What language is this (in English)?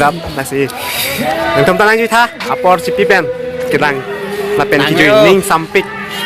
Karbi